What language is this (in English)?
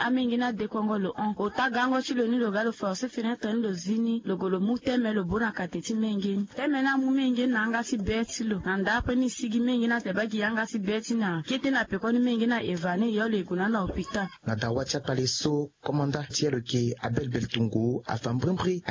Sango